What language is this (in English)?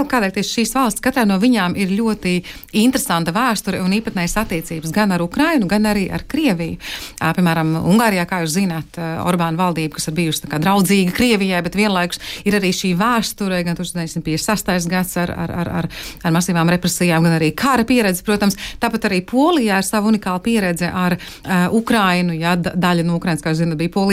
Latvian